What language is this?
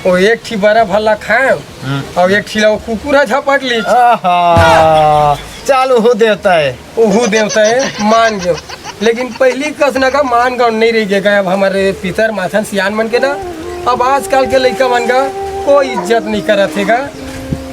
Chhattisgarhi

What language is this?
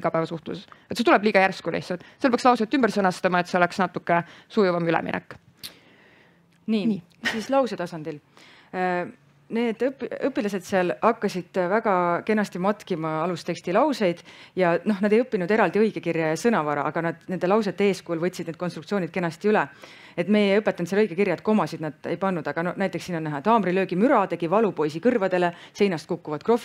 Estonian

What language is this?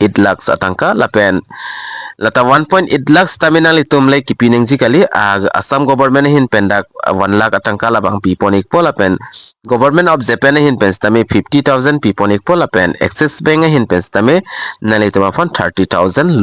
Karbi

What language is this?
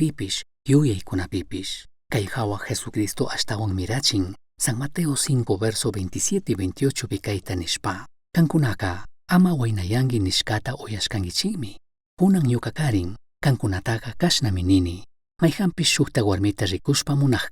Chimborazo Highland Quichua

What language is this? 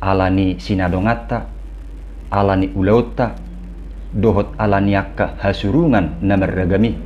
Batak Toba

